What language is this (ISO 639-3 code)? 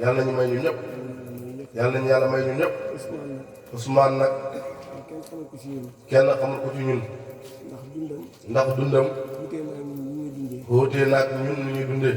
wol